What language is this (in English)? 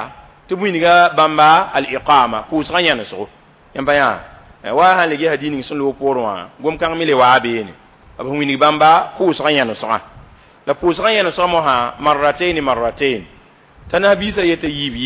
Mossi